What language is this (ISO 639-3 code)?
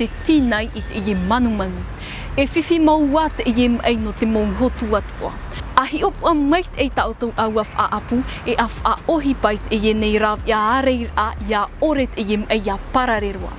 tah